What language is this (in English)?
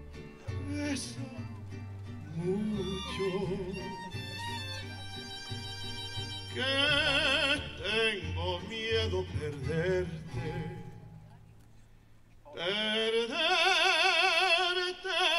Spanish